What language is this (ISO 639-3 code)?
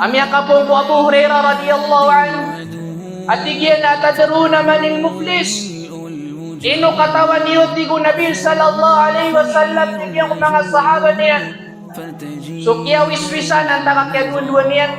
mrw